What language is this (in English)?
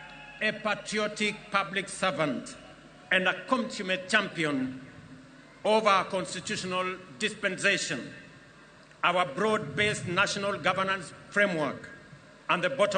Luo (Kenya and Tanzania)